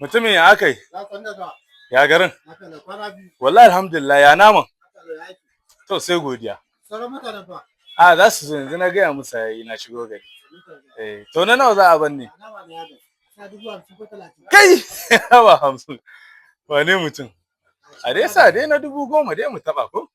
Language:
Hausa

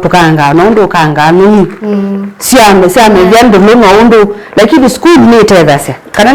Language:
Kamba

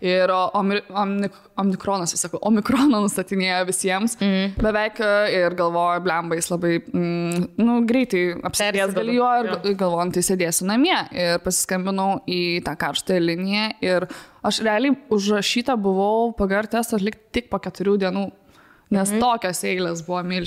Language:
Lithuanian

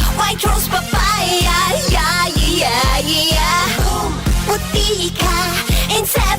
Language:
Bikol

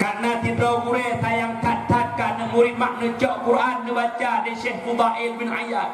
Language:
Achinese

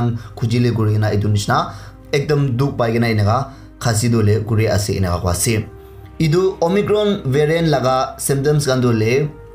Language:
Naga Pidgin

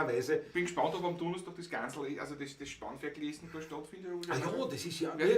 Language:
Bavarian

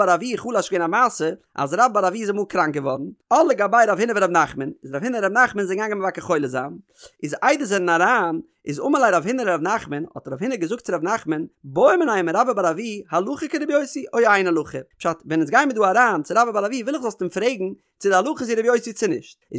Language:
Yiddish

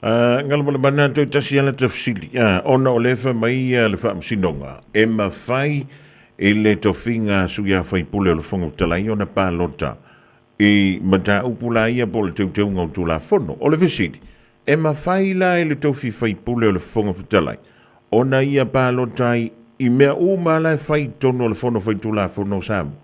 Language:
Samoan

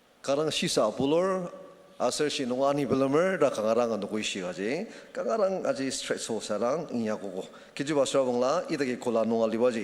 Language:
Ao Naga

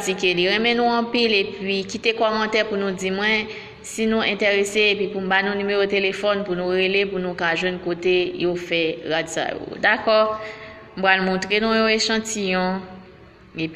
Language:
Haitian Creole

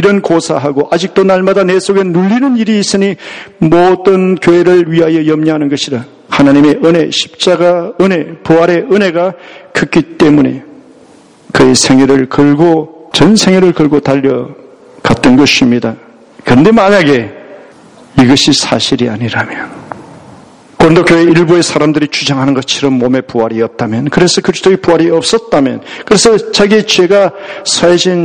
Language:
Korean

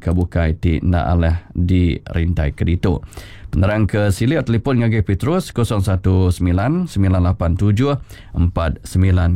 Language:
Iban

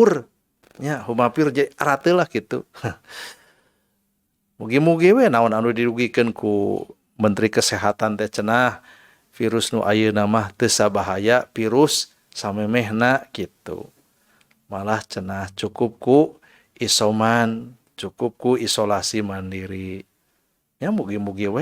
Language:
Sundanese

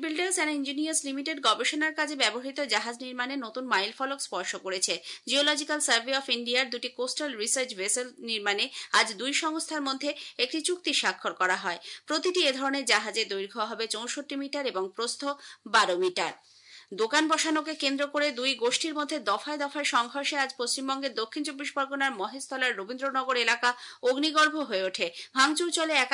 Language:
Bangla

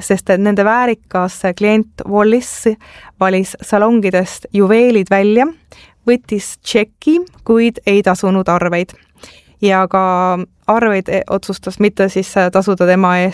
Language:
Estonian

